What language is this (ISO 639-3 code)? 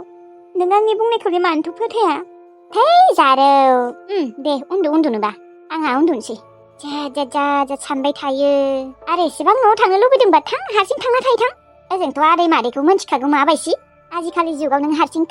brx